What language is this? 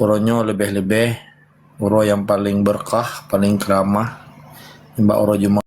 Achinese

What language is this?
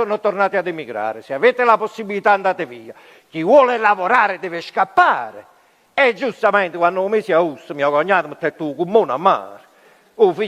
Neapolitan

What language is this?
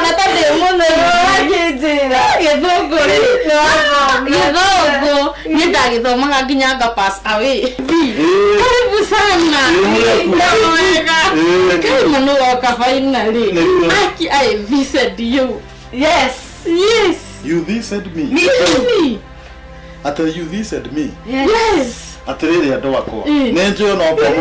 Kikuyu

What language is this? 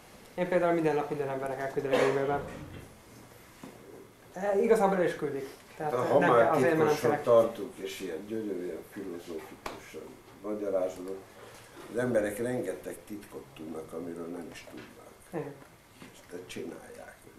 Hungarian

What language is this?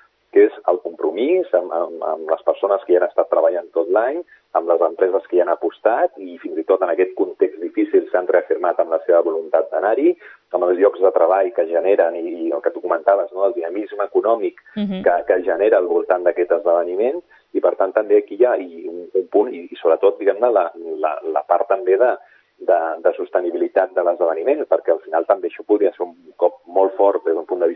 Catalan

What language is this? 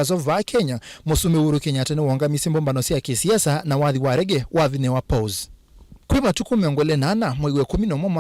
Kamba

